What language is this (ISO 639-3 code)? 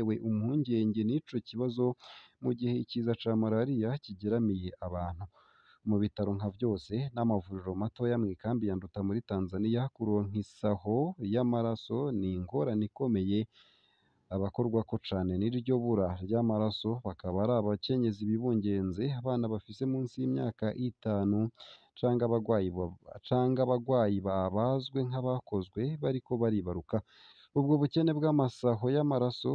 run